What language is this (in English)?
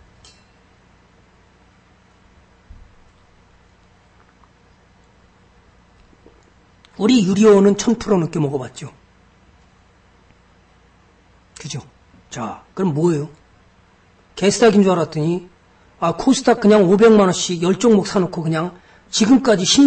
Korean